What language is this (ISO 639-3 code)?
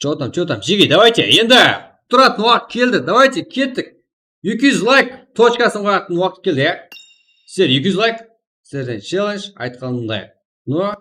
kaa